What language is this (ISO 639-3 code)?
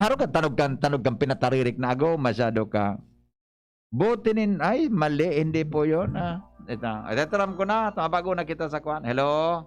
bik